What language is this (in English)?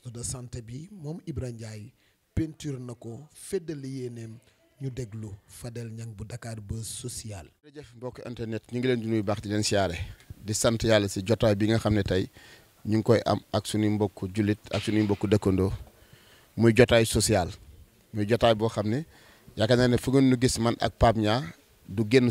Wolof